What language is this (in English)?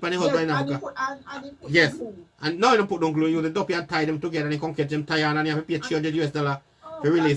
Jamaican Creole English